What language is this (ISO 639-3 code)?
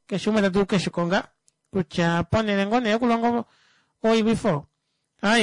kua